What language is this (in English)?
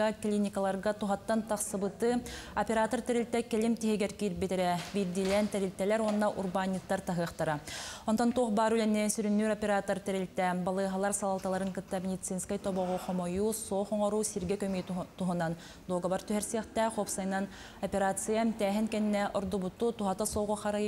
Yakut